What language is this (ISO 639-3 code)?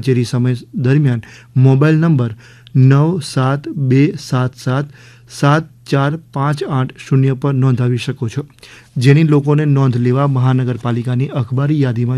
guj